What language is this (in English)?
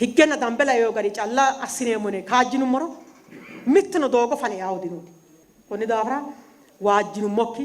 Sidamo